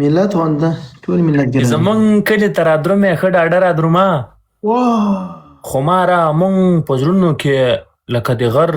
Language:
Pashto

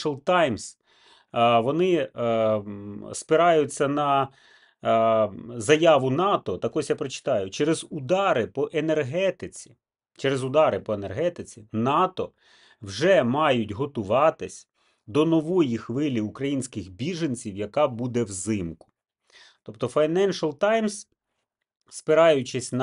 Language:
Ukrainian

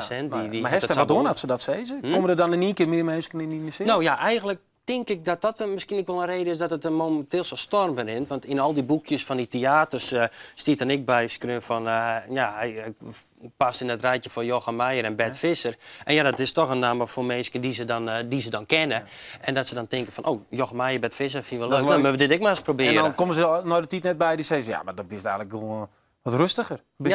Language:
Western Frisian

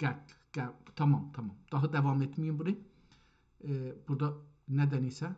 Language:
South Azerbaijani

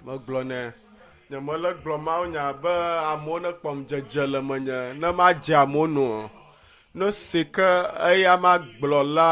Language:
Ewe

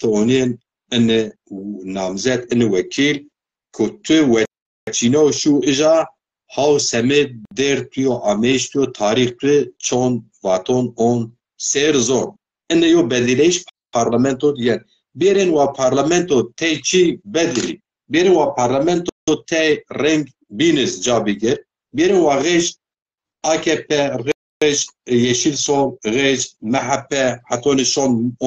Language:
Zaza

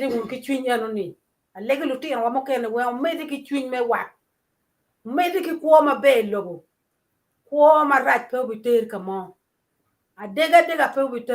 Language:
Acoli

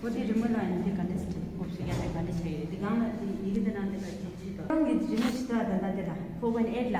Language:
Tibetan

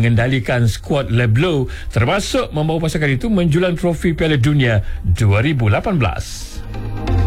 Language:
Malay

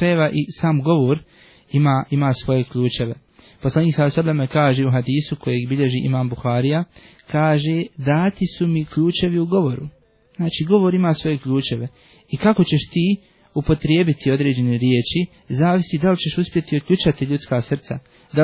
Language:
Bosnian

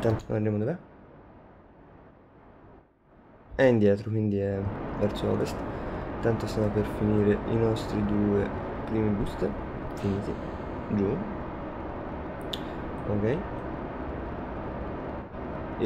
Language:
Italian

